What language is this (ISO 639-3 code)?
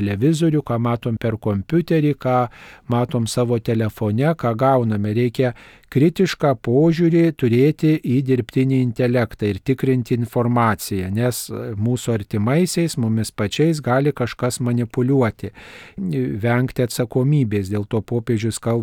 lit